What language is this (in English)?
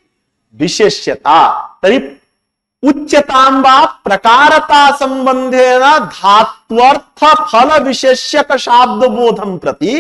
Sanskrit